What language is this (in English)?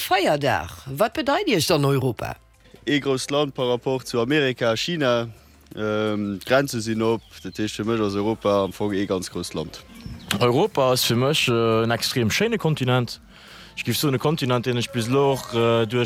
Luxembourgish